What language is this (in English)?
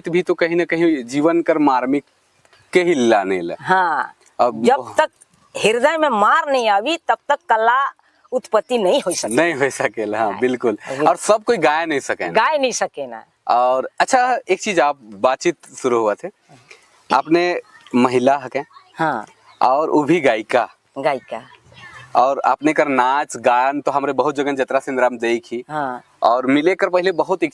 Sadri